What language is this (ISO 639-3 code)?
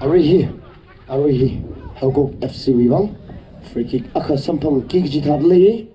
nmf